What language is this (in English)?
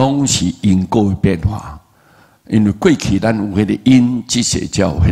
Min Nan Chinese